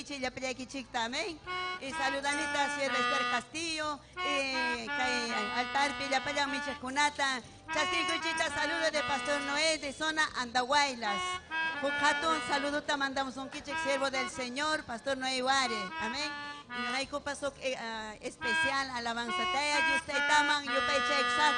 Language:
Ayacucho Quechua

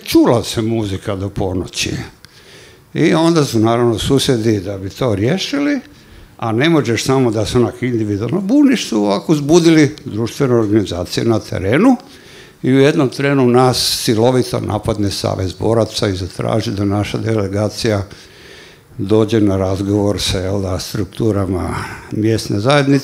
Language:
Croatian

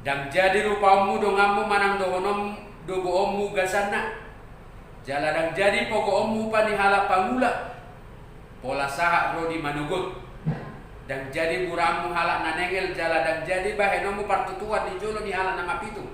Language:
Batak Toba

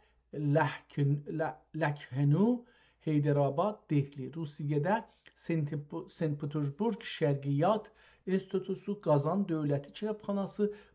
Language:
South Azerbaijani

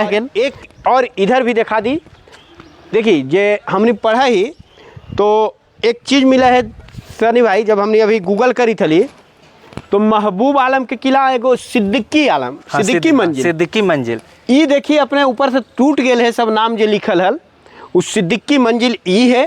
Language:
Magahi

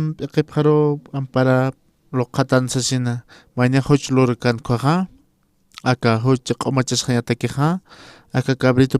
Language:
Aymara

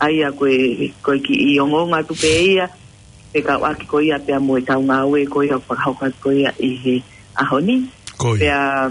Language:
Tongan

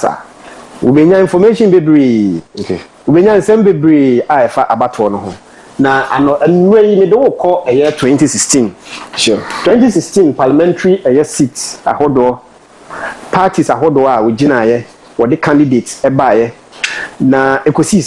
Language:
Akan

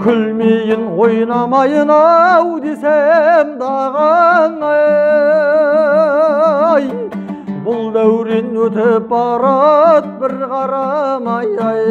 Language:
Kazakh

